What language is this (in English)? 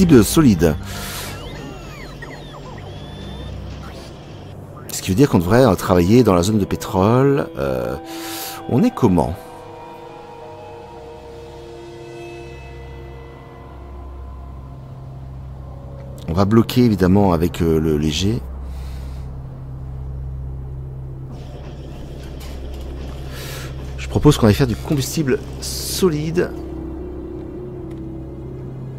French